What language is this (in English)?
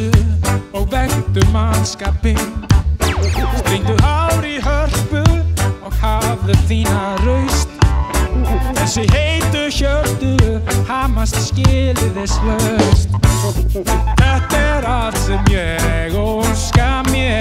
Icelandic